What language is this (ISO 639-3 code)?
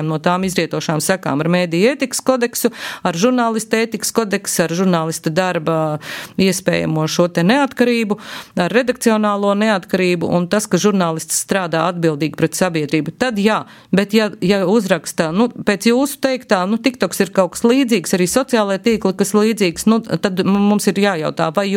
lav